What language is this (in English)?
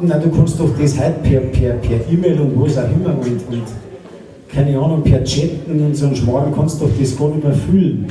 Bavarian